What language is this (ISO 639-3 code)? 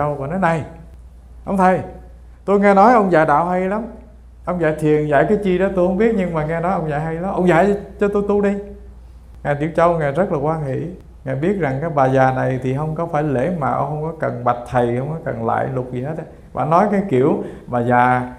vie